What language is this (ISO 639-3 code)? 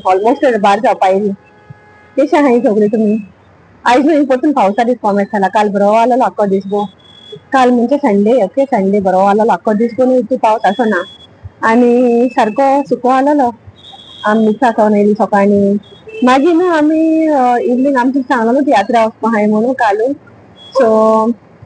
kok